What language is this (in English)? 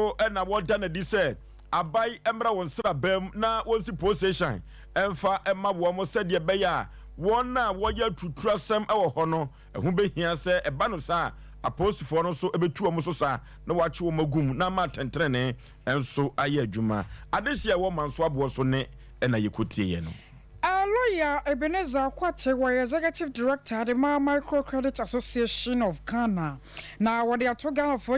Akan